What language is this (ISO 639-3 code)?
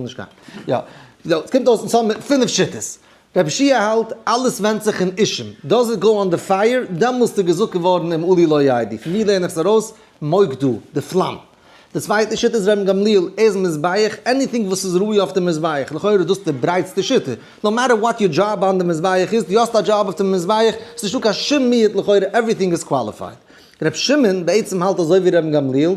yid